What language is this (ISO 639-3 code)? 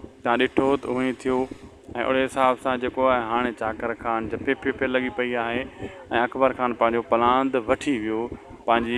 snd